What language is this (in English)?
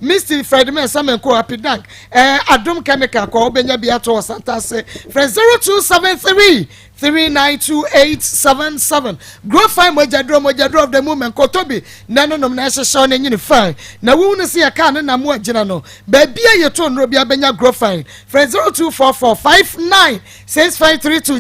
Akan